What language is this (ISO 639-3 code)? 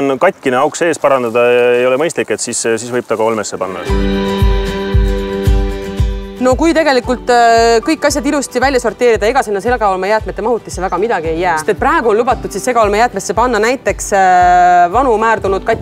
est